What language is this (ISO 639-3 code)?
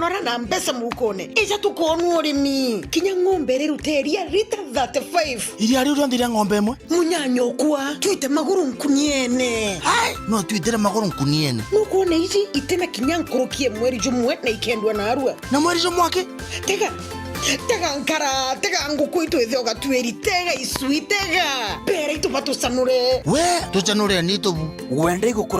mer